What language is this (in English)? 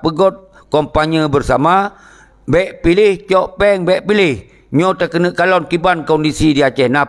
Achinese